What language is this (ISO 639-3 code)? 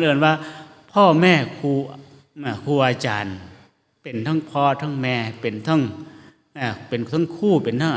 tts